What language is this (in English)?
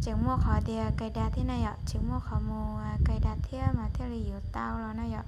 Hmong